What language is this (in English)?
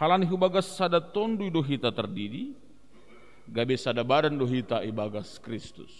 Batak Simalungun